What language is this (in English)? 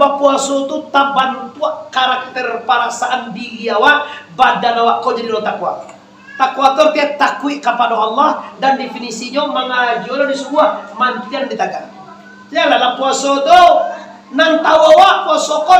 Minangkabau